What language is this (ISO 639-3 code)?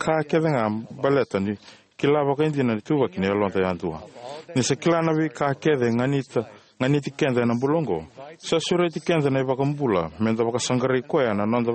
fij